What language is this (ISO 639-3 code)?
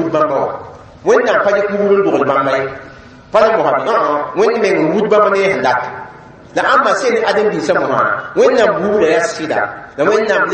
mos